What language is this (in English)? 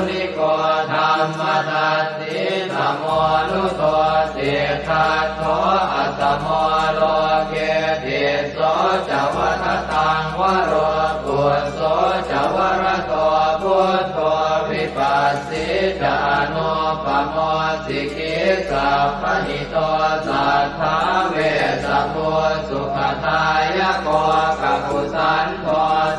Pali